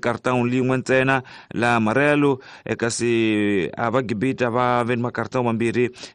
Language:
Tsonga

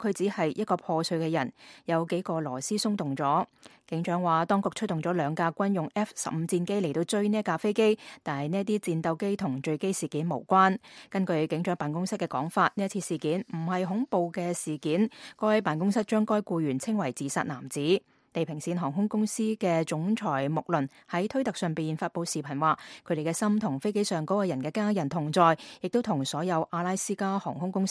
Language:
Cantonese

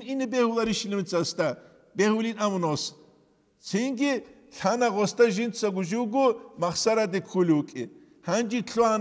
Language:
Avaric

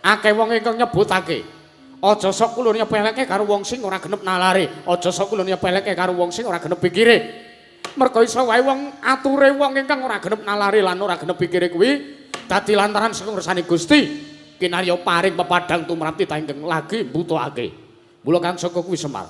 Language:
Javanese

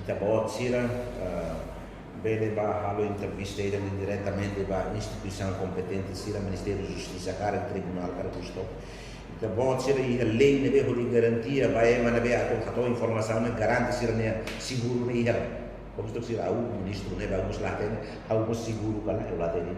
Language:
Tetum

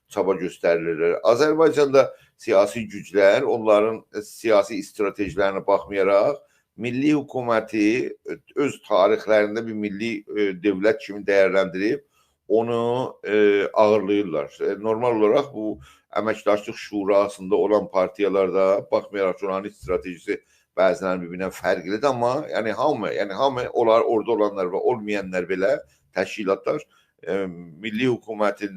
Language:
South Azerbaijani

